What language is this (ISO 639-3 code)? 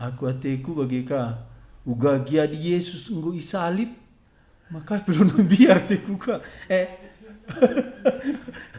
btx